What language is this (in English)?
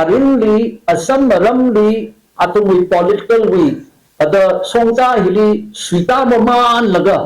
Tangkhul Naga (India)